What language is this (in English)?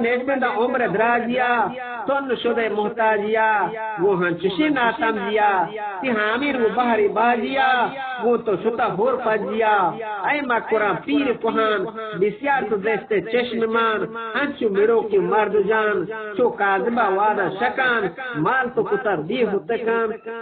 Eastern Balochi